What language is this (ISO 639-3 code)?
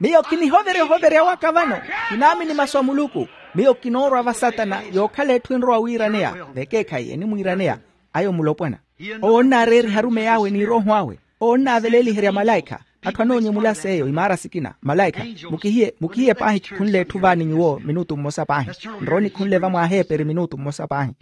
vmw